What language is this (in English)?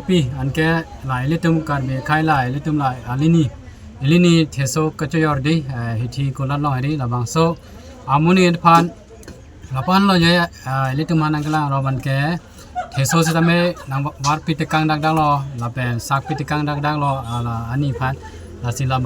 Karbi